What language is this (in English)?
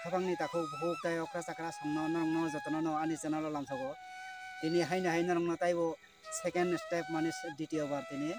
Kok Borok